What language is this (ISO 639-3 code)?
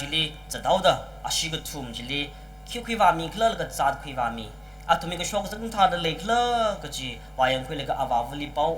nmf